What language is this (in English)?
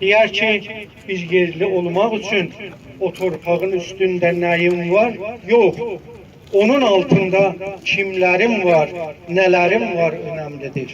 South Azerbaijani